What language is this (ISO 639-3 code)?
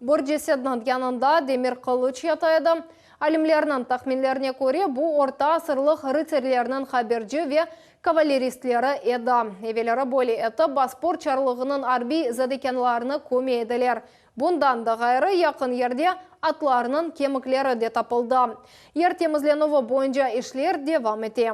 crh